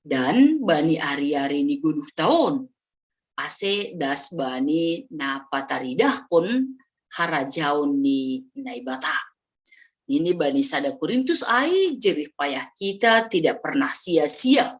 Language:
Batak Simalungun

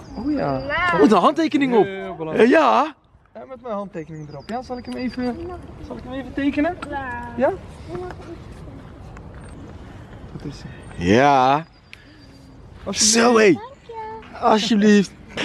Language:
Dutch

